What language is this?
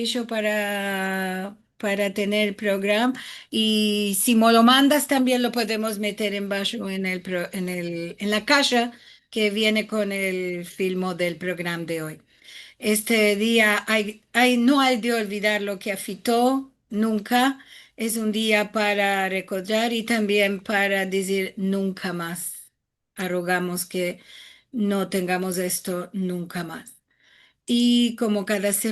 Ladino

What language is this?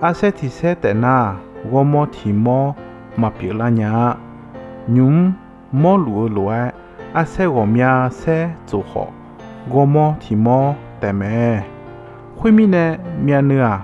Akha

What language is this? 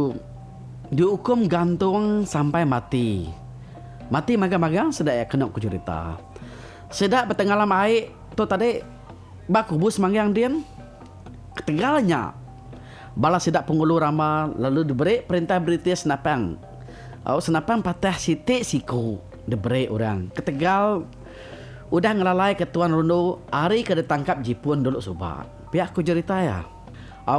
Iban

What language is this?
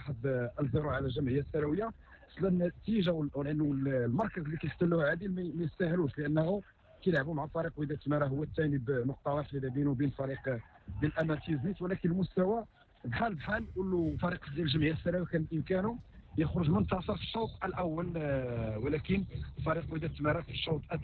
Moroccan Arabic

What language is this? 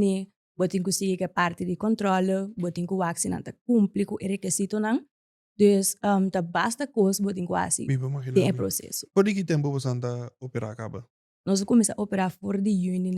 Papiamento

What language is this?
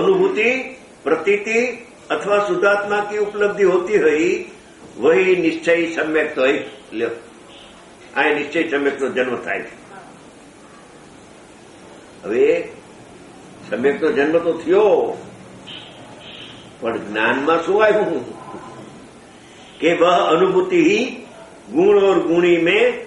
Gujarati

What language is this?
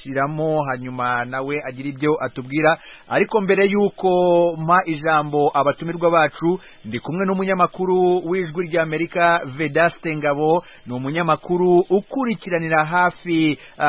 Kinyarwanda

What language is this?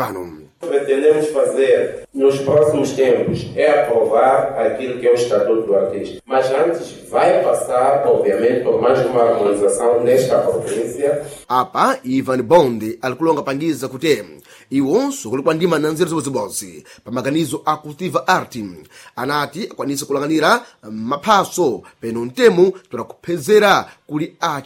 Sena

